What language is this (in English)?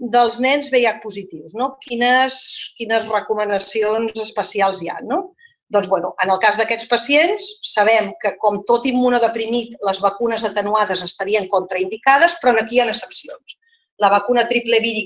Catalan